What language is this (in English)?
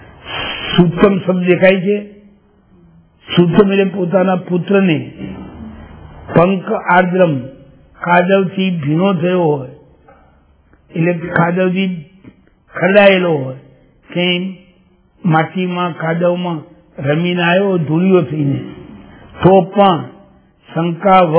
Gujarati